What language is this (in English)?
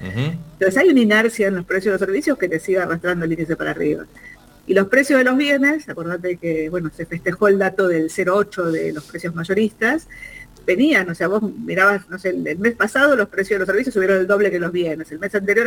Spanish